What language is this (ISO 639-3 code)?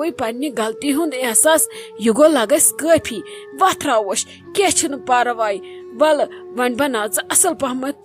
kas